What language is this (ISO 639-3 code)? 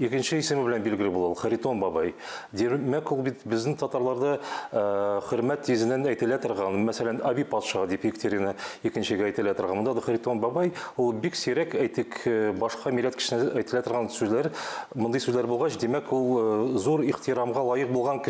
tat